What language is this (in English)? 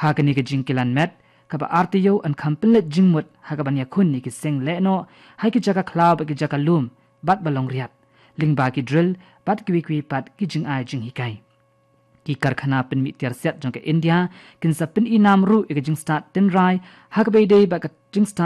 Khasi